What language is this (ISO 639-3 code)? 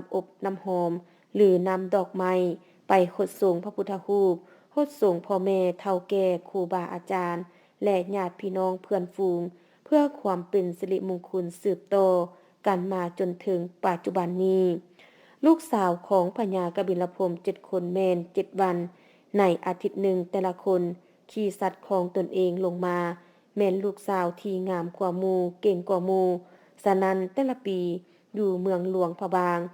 lao